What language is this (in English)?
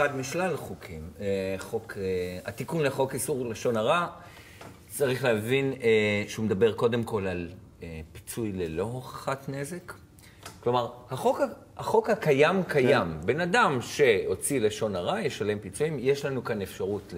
Hebrew